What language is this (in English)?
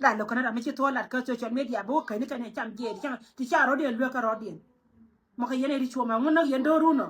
Nuer